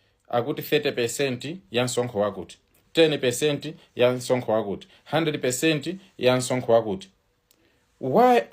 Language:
Nyanja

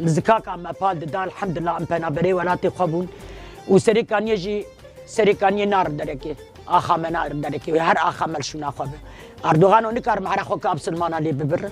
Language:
Kurdish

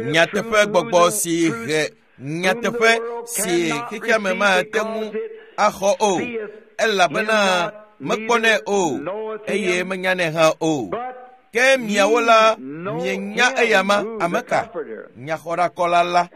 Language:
Ewe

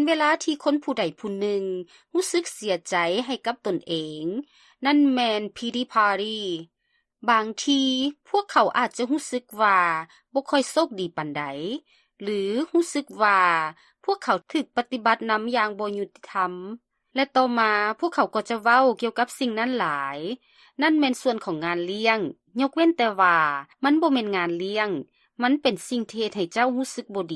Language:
Lao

